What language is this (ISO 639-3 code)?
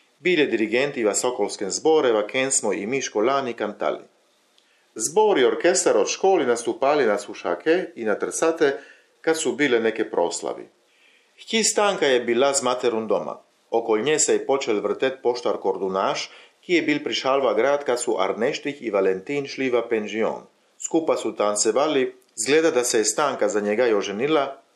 ckm